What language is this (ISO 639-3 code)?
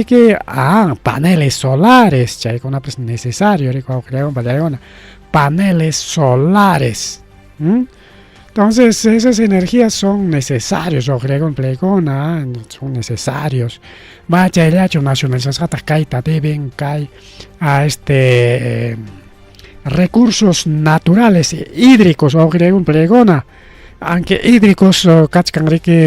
quy